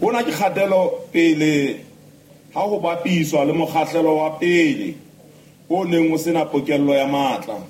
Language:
Southern Sotho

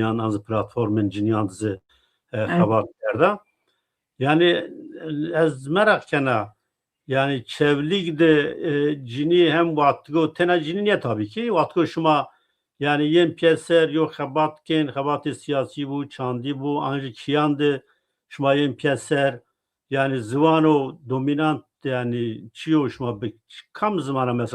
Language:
Zaza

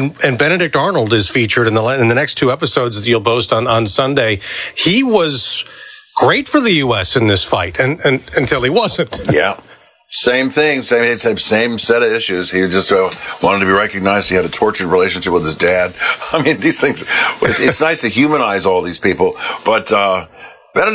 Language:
English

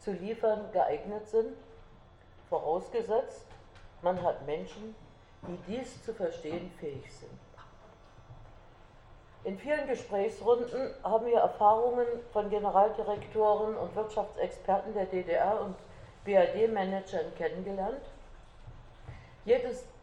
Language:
German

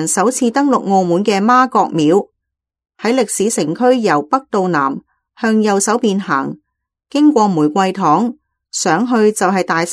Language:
Cantonese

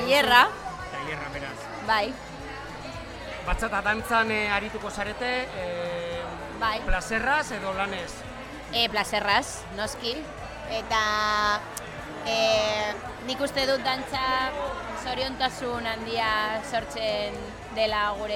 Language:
Basque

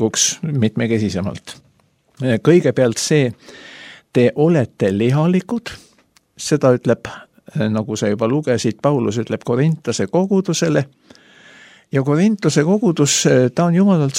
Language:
Estonian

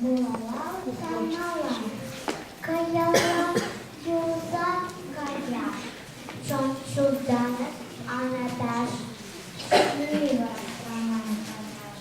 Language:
Chuvash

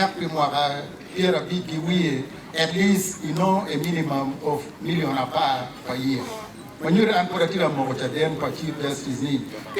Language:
Acoli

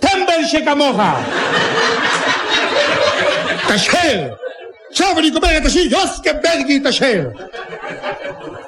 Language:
Hebrew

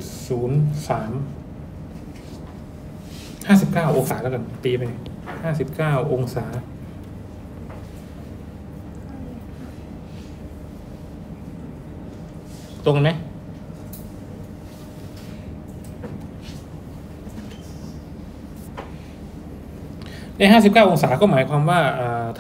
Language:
Thai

